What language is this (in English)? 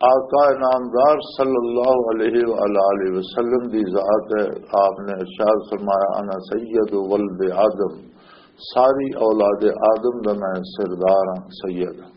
Western Panjabi